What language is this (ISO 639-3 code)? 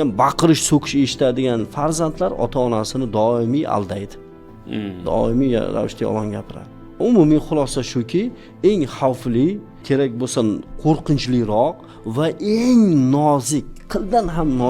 uzb